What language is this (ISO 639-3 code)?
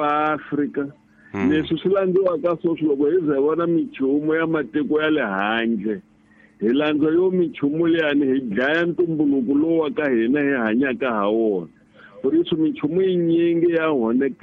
tso